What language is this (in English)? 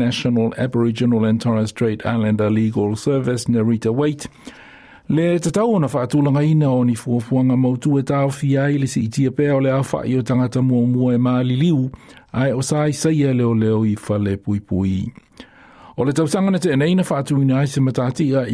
Samoan